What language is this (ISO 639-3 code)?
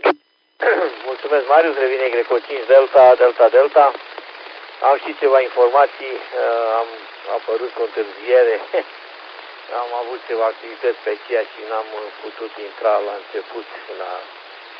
ron